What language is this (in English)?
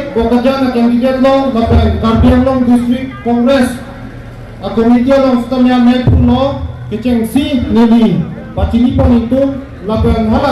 Karbi